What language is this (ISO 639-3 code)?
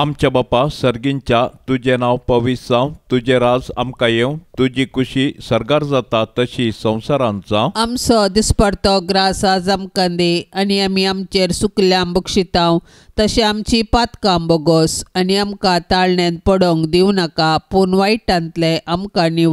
kok